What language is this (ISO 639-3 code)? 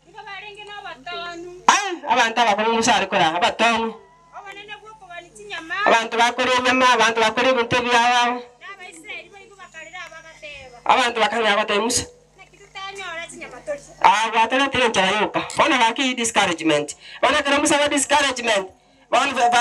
guz